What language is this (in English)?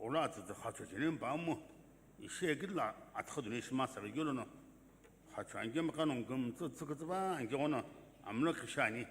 Sumi Naga